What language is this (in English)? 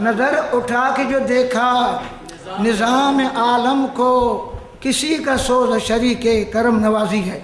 Brahui